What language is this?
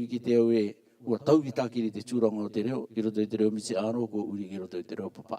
Rarotongan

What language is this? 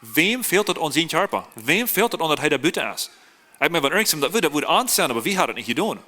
Plautdietsch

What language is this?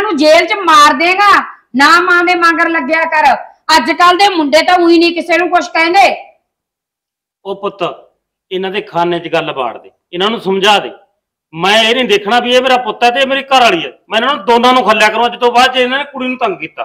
Punjabi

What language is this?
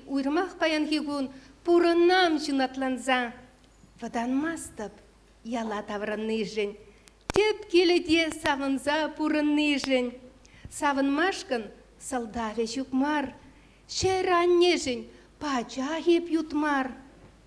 Chuvash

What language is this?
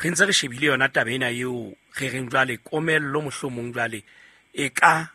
Southern Sotho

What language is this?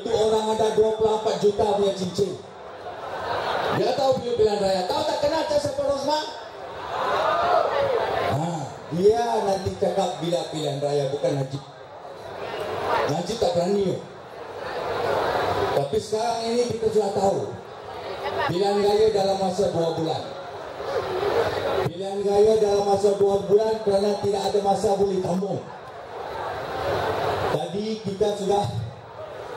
Malay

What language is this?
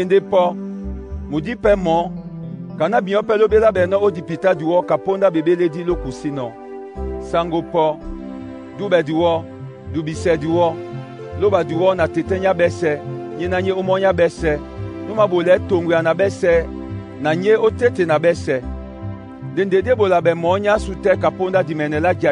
Duala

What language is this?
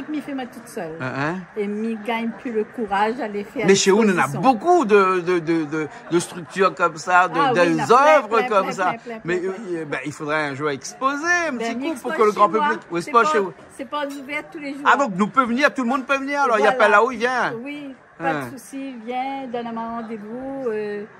Réunion Creole French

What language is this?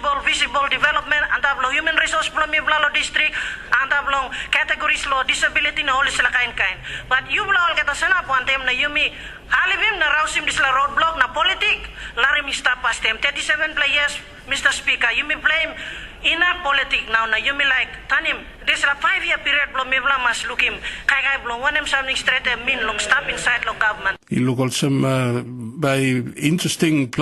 Tok Pisin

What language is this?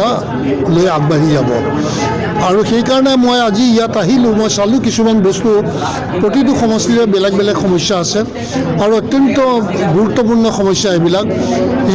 Assamese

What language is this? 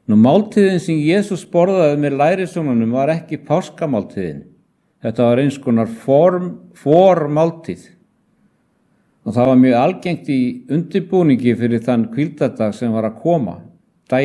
Icelandic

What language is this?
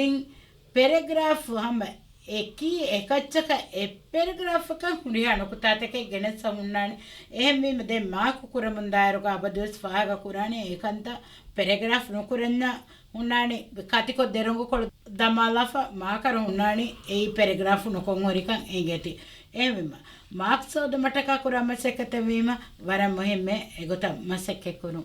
Divehi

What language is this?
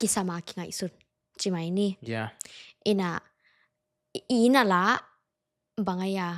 Tedim Chin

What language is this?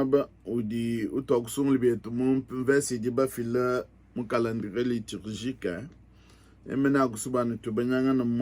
Luba-Lulua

